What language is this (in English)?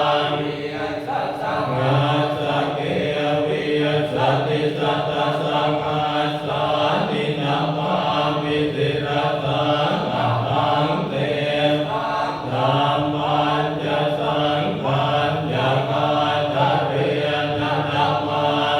Pali